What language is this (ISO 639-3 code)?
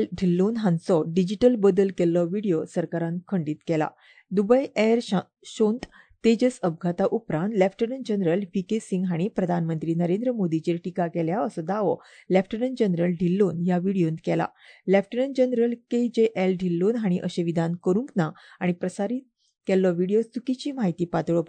kok